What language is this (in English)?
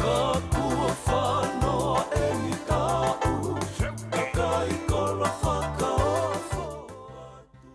Tongan